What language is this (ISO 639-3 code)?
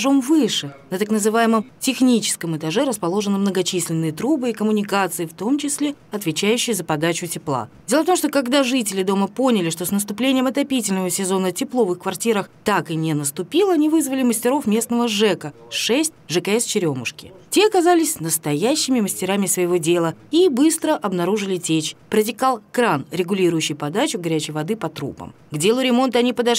rus